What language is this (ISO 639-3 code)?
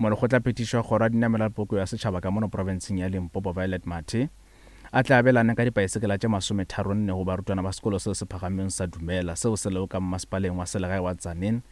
nso